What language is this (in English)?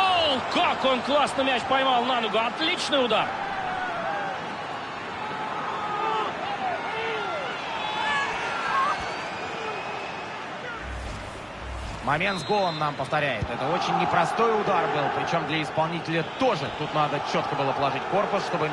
Russian